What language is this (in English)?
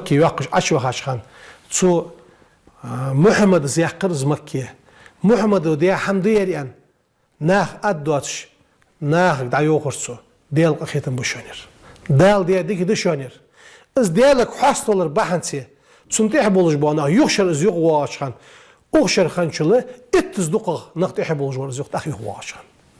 Ingush